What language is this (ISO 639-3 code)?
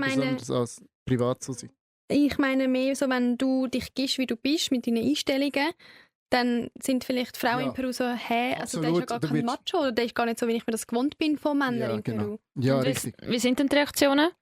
gsw